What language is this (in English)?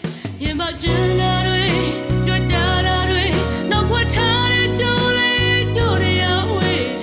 Burmese